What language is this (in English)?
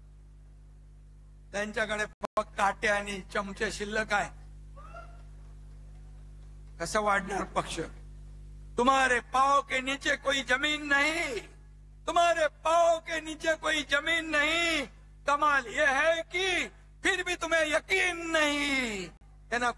Marathi